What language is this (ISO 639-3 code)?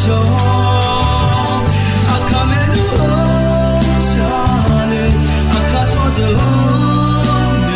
ahk